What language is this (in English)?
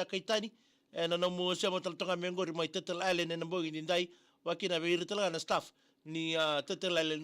Fijian